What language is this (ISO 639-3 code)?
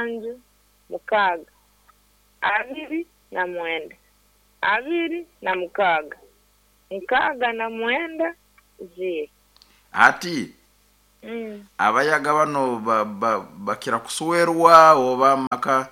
nyo